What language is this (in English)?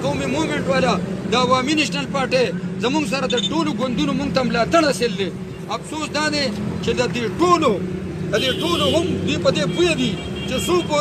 Pashto